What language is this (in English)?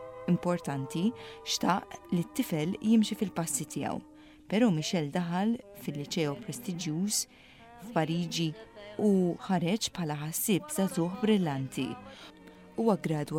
Maltese